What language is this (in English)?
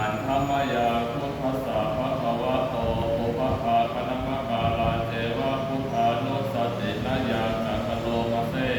Pali